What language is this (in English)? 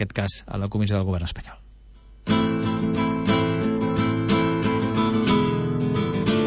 Catalan